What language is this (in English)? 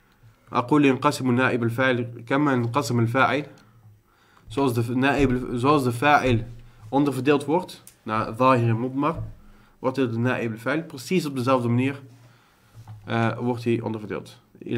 Dutch